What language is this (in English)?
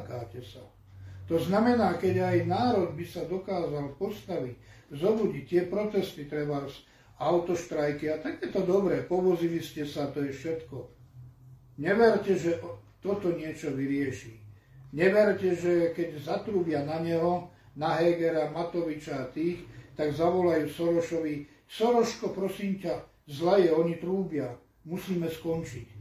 Slovak